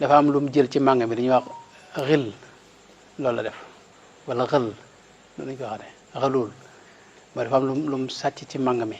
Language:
Wolof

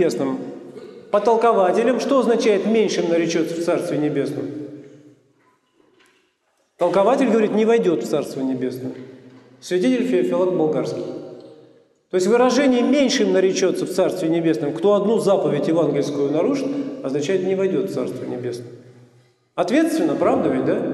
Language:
Russian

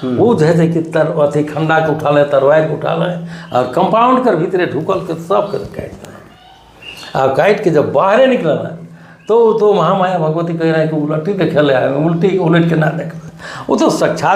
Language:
Sadri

